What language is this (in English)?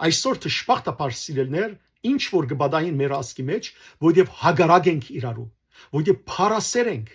Western Armenian